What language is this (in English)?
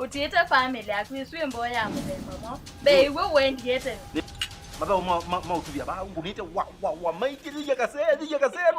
Kamba